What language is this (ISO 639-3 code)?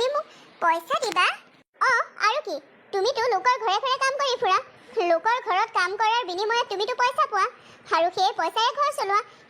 asm